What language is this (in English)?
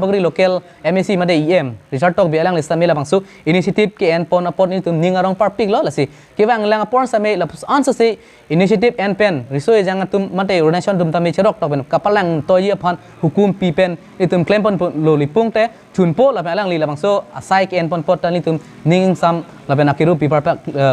Karbi